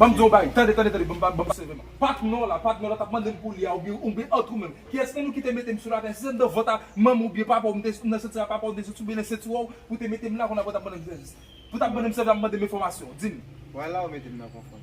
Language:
Haitian Creole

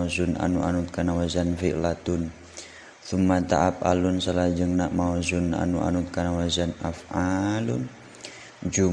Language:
Sundanese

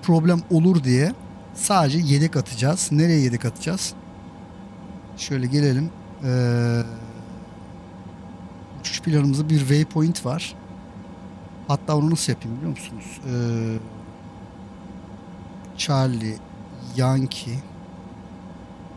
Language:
Turkish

